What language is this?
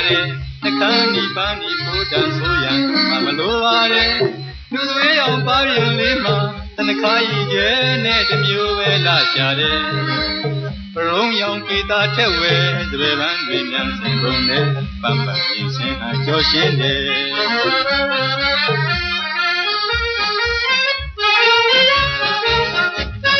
Burmese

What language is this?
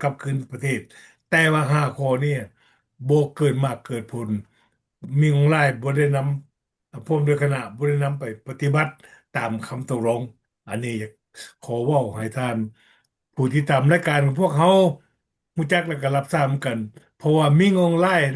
Lao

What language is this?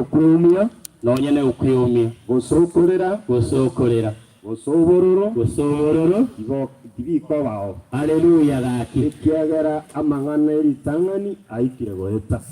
Gusii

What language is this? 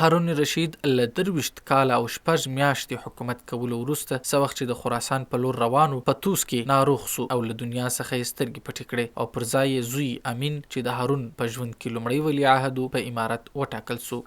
Pashto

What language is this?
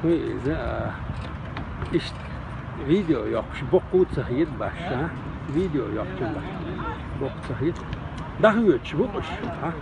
Chechen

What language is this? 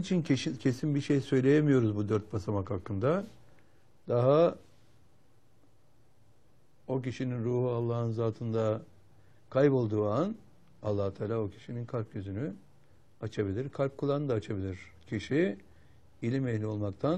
Turkish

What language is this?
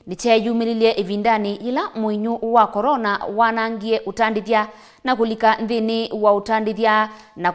Kamba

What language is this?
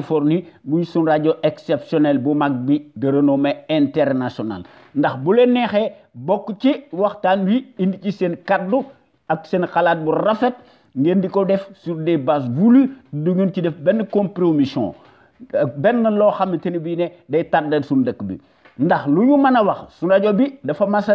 Wolof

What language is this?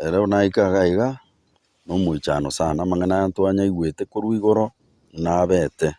Gusii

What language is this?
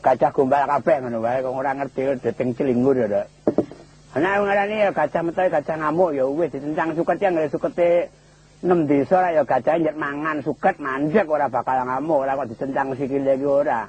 Javanese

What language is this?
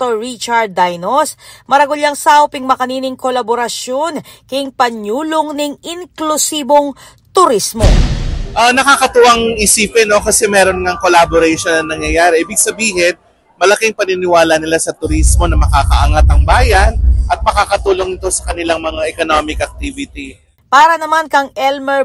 Pampanga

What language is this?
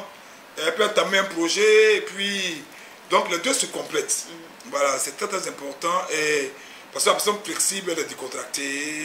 French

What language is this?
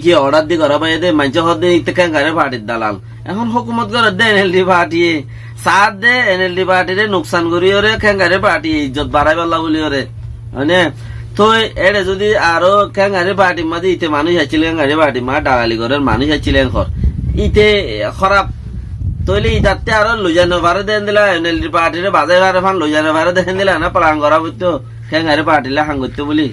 Rohingya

